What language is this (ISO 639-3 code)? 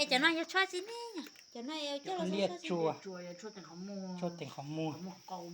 hmn